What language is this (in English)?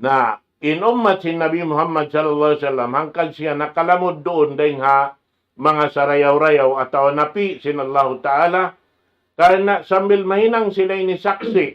Tausug